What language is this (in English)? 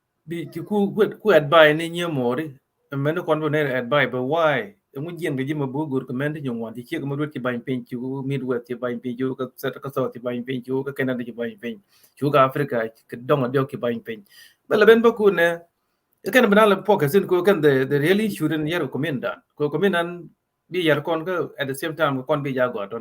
Nuer